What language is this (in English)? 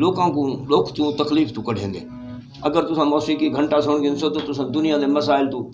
Saraiki